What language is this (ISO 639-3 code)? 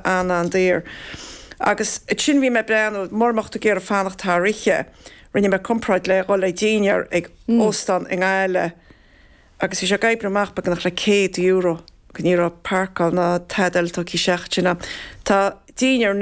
gle